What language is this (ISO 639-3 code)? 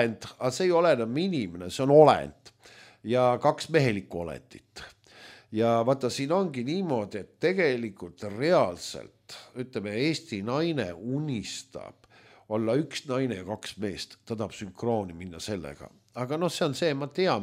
est